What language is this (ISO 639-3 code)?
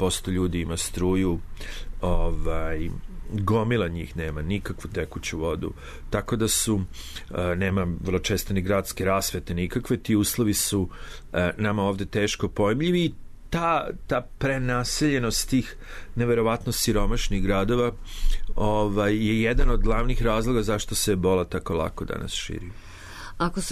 srp